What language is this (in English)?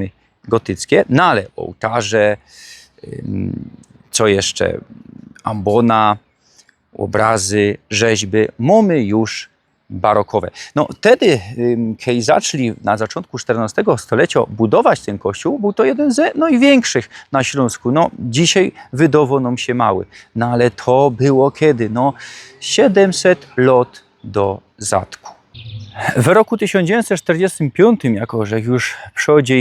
Silesian